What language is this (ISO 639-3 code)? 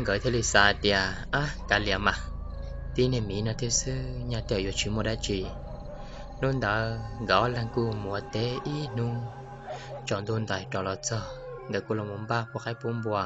hmn